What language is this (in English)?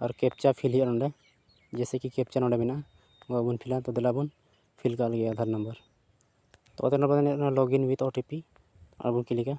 Santali